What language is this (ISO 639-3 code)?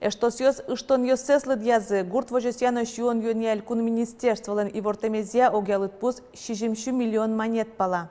udm